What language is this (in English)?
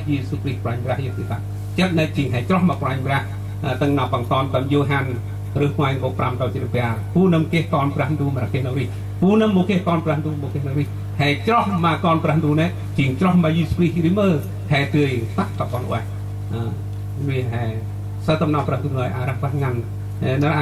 Central Mnong